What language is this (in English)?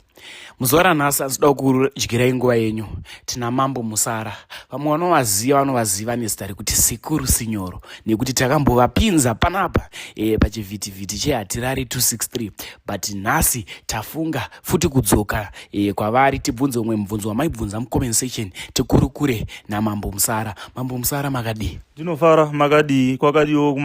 Shona